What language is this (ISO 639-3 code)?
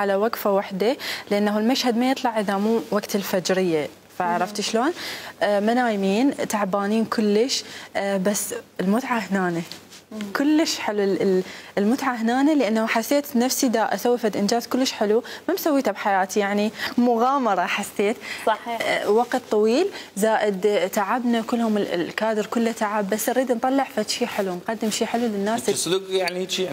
acm